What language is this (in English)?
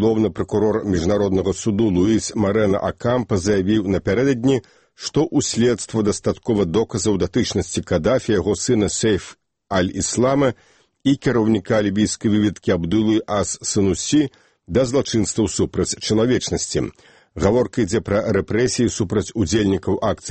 Belarusian